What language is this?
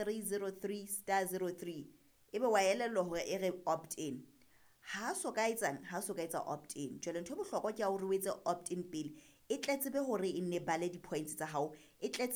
Southern Sotho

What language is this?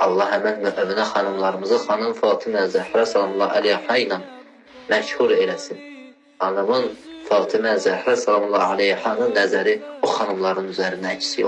Azerbaijani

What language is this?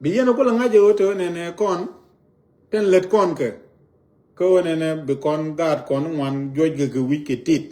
Nuer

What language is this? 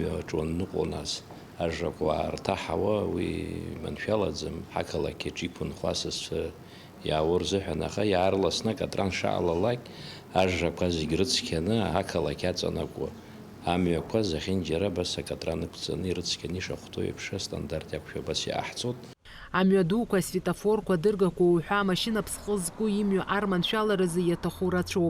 Abkhazian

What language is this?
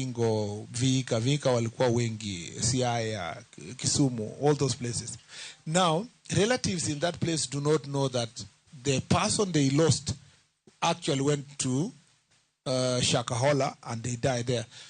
Luo (Kenya and Tanzania)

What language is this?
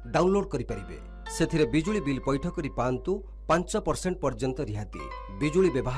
Odia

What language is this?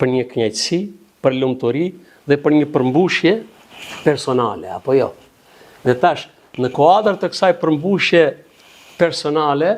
Albanian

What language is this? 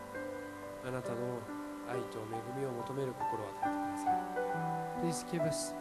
Japanese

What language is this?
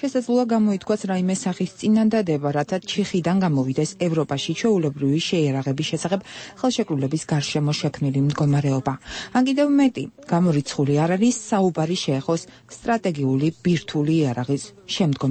Georgian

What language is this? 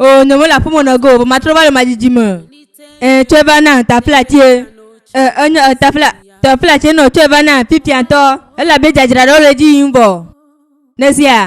Ewe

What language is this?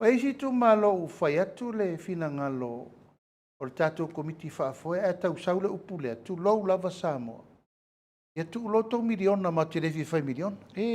Samoan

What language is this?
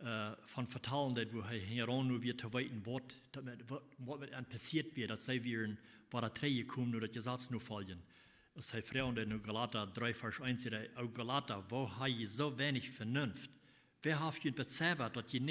Plautdietsch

